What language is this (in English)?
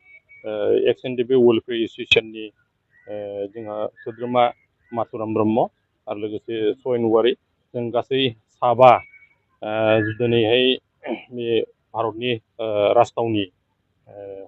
Bodo